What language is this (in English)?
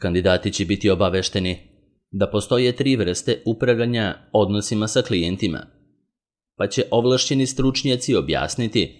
Serbian